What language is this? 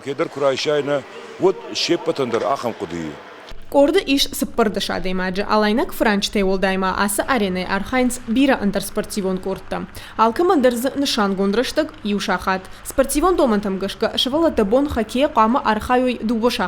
Ossetic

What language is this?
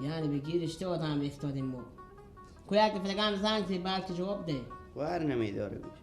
Persian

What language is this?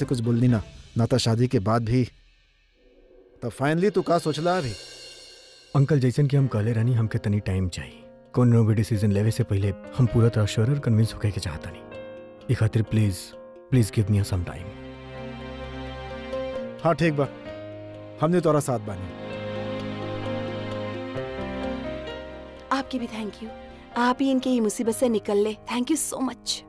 Bhojpuri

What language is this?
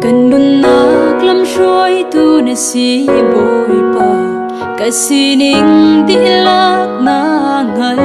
Hakha Chin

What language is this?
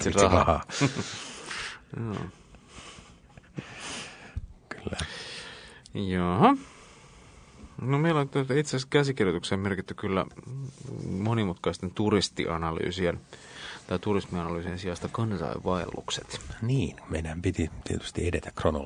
Finnish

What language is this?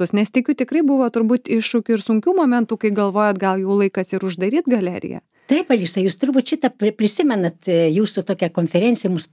Lithuanian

